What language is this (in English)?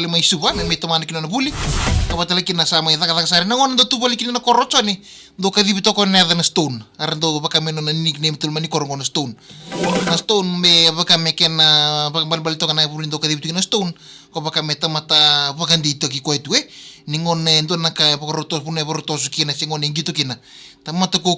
Fijian